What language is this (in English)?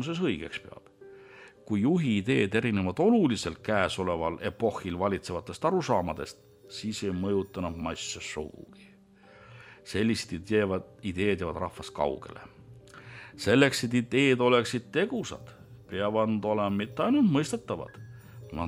Estonian